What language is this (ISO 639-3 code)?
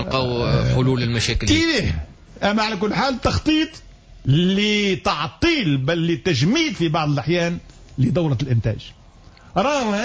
aeb